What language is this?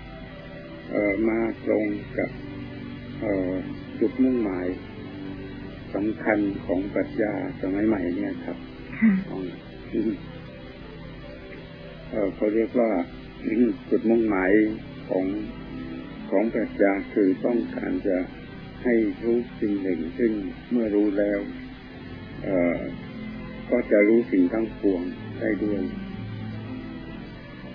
Thai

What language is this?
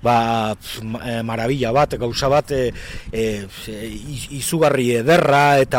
Basque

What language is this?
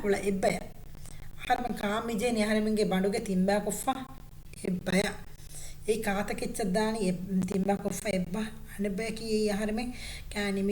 Divehi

